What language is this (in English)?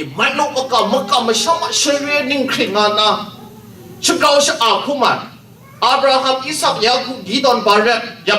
Kachin